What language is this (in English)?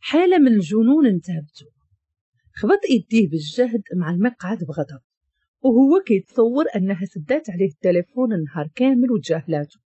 Moroccan Arabic